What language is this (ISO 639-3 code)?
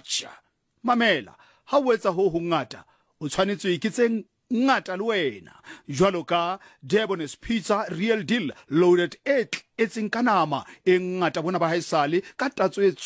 sot